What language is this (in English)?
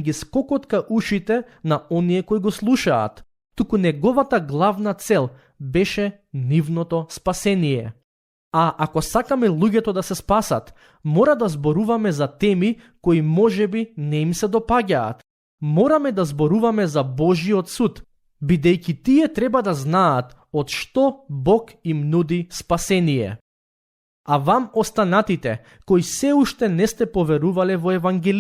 Macedonian